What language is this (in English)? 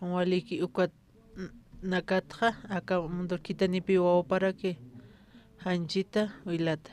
Aymara